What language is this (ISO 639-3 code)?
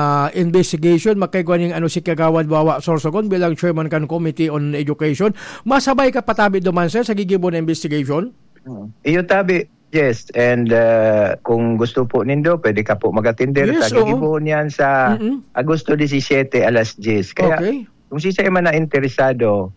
bik